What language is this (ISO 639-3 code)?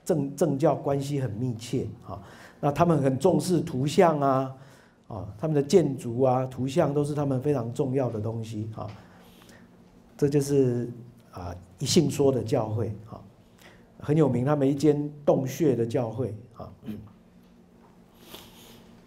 zho